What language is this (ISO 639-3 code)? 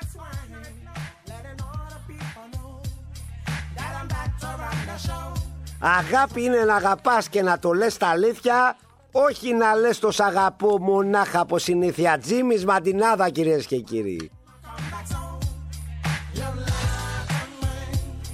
ell